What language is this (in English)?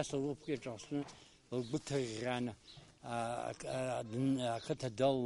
Abkhazian